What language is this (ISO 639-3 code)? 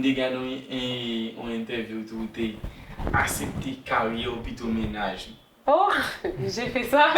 hat